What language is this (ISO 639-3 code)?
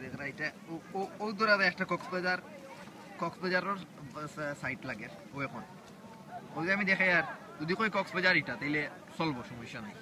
syl